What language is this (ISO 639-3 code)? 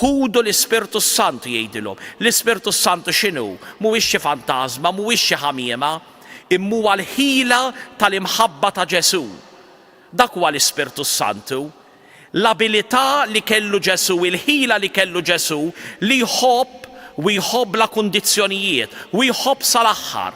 mlt